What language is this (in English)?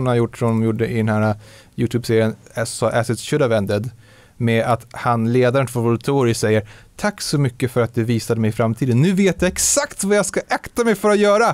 Swedish